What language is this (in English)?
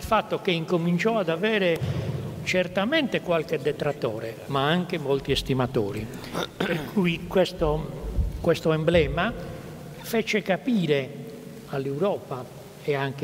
Italian